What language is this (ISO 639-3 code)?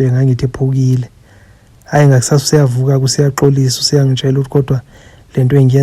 zul